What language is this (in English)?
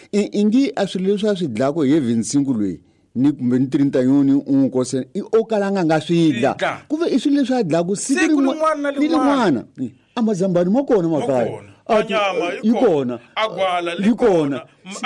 Tsonga